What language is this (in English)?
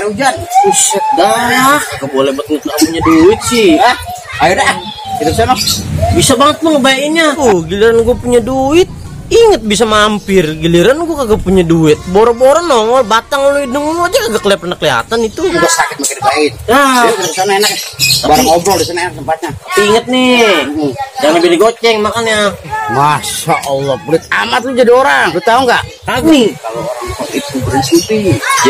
Betawi